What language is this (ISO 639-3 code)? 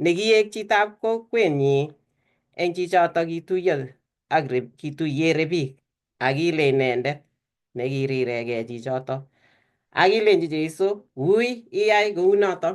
kln